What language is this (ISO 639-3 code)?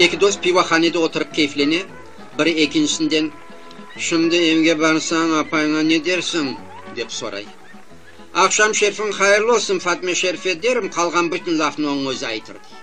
crh